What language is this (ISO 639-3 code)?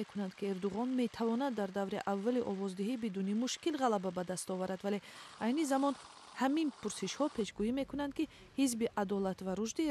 tgk